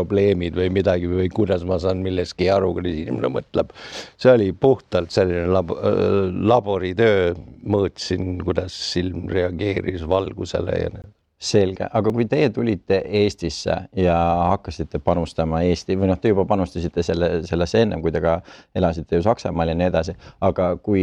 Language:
Estonian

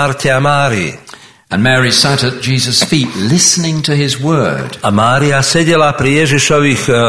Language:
Slovak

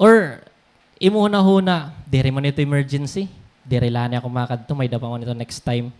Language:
Waray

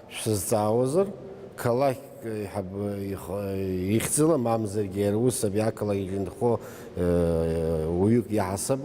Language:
Abkhazian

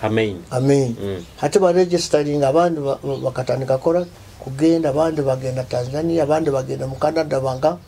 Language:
Nyoro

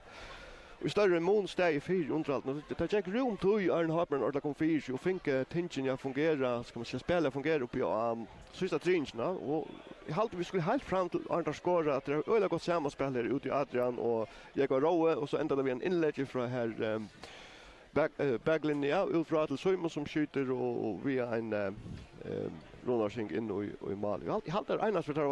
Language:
Faroese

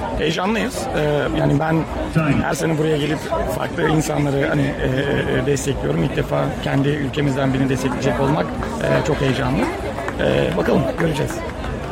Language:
Turkish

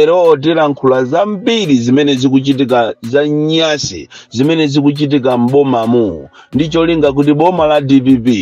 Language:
Nyanja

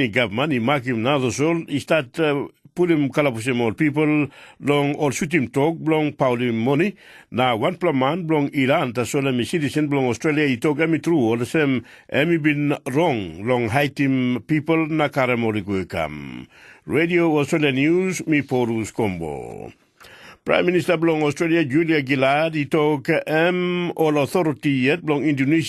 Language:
Tok Pisin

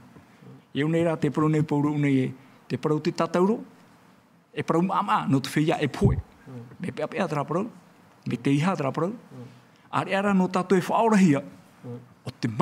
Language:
Tahitian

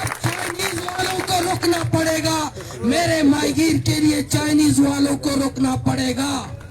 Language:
Baluchi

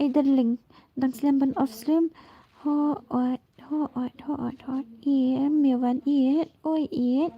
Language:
Khasi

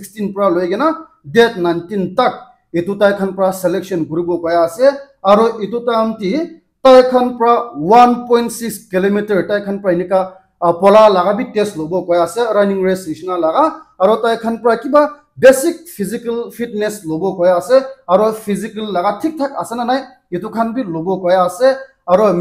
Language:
Naga Pidgin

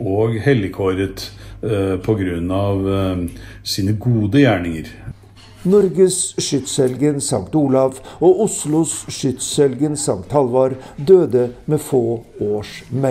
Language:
Norwegian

